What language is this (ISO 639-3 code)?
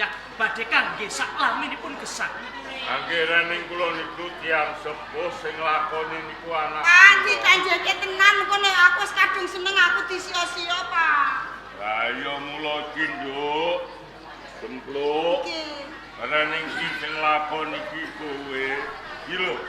jav